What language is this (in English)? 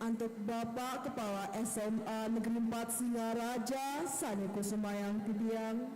Balinese